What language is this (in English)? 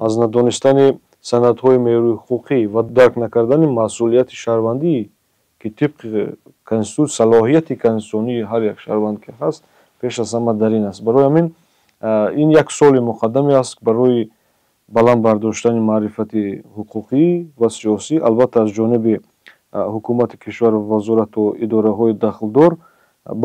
Tajik